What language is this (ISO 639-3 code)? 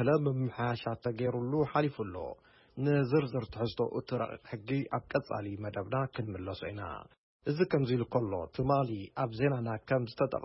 tir